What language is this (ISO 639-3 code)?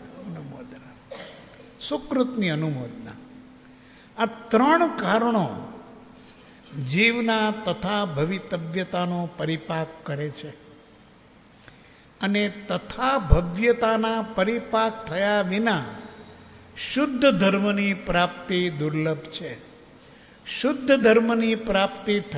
guj